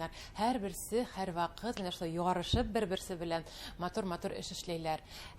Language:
Bashkir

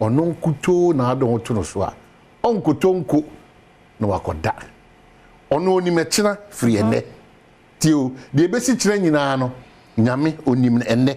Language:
Akan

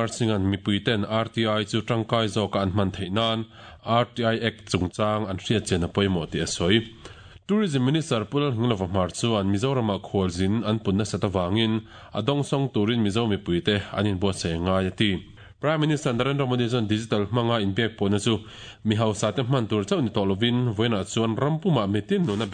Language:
Mizo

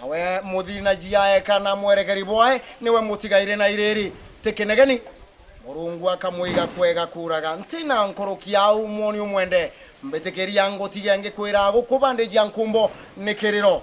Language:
Meru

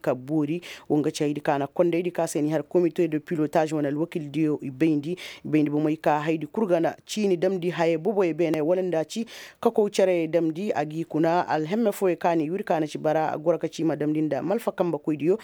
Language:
Koyraboro Senni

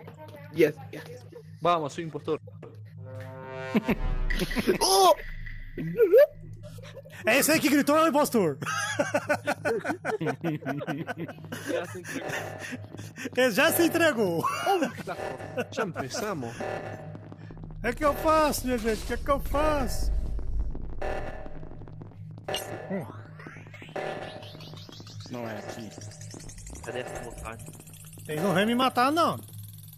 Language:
Portuguese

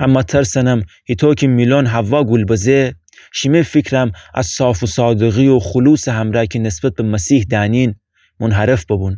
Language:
Gilaki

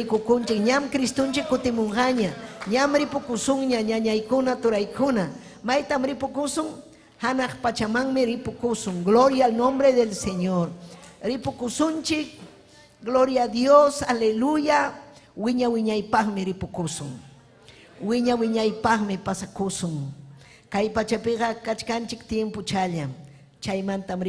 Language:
Ayacucho Quechua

